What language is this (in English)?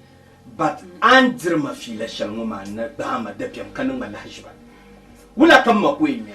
Dagbani